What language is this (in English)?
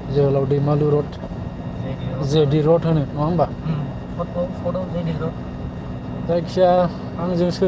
Bodo